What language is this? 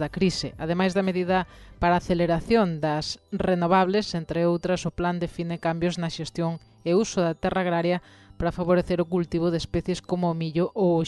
Galician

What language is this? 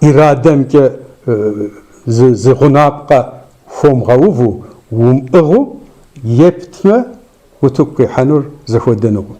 Kabardian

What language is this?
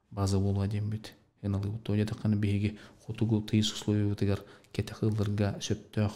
Yakut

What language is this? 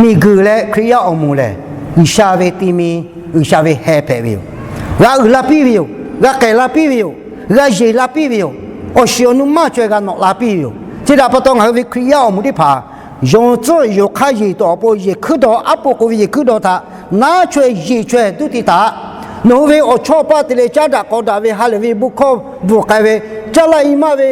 Lahu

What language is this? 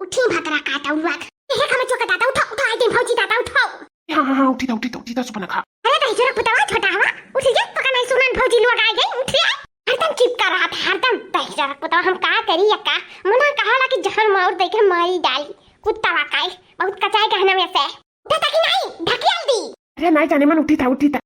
Awadhi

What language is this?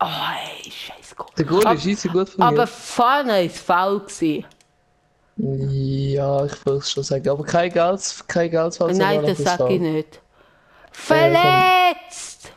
Swiss German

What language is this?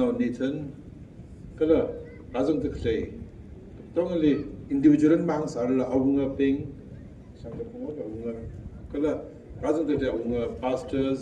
Tangkhul Naga (India)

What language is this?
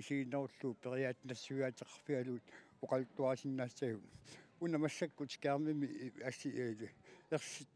Kalaallisut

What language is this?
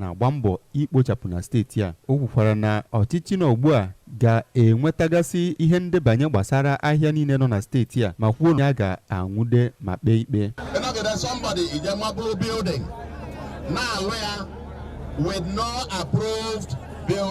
Igbo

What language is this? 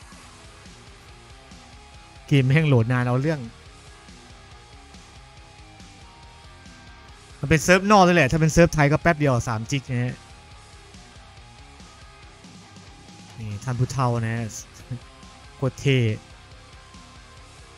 Thai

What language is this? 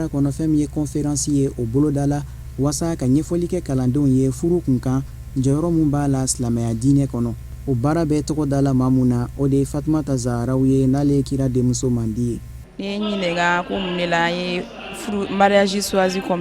Bambara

